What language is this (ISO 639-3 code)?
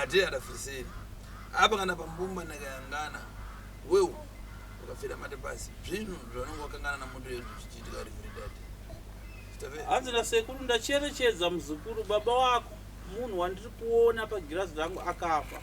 sna